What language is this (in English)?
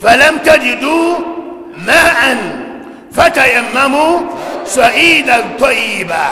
Dagbani